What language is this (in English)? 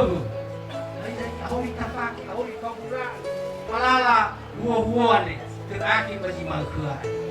Nias